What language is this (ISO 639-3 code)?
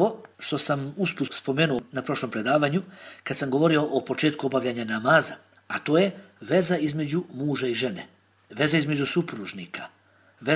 bos